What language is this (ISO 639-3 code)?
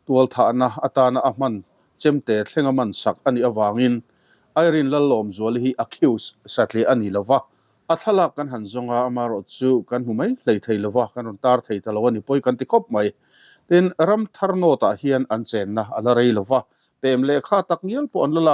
lus